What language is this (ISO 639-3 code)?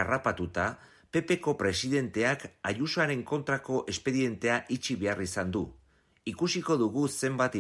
eus